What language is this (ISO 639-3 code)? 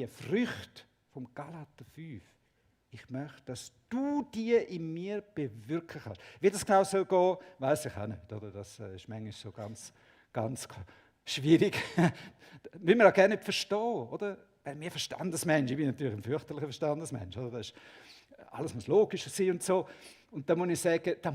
gsw